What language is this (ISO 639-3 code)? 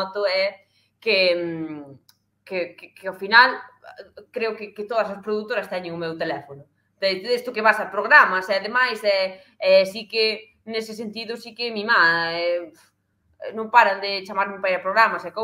glg